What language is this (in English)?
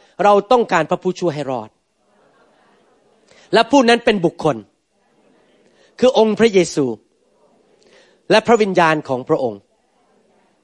Thai